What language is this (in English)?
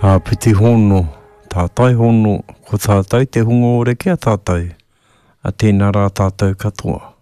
Māori